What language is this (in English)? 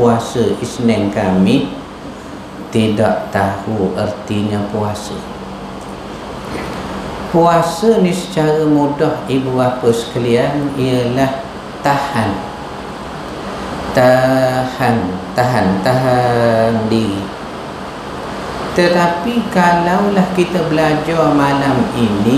Malay